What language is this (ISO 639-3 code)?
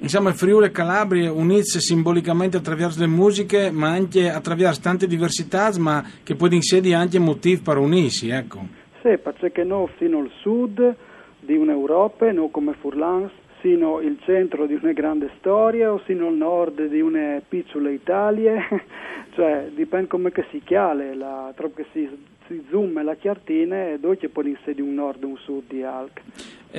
fur